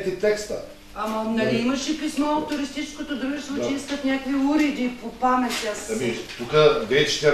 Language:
Bulgarian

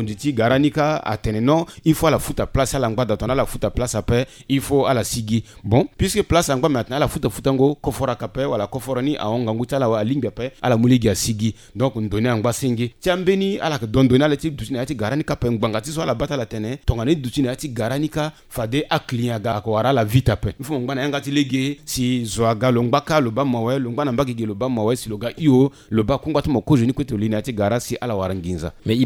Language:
Sango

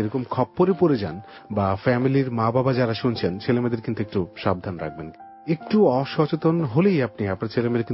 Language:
Bangla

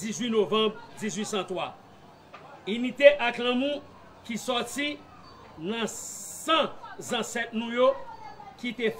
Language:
Haitian Creole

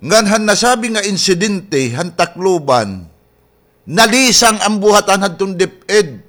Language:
Waray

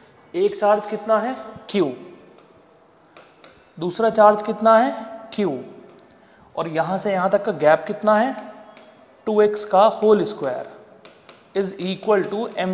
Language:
Hindi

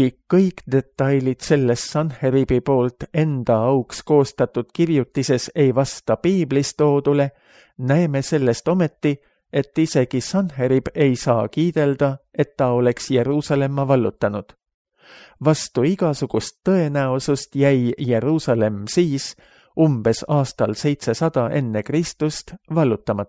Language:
Estonian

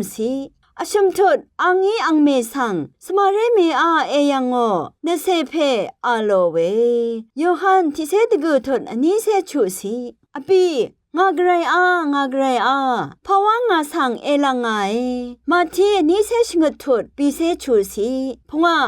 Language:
Rawang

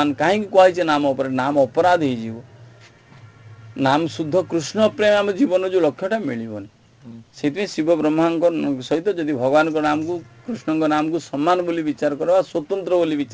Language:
Odia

